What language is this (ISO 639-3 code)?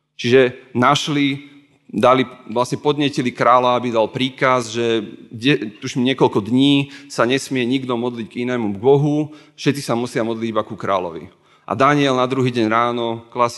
slk